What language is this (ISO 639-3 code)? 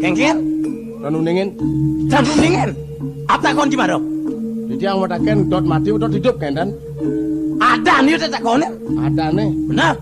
ban